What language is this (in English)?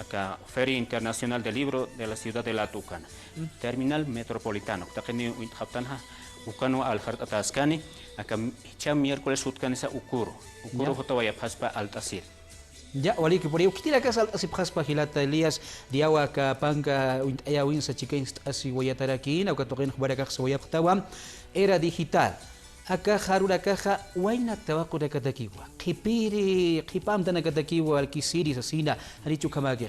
Aymara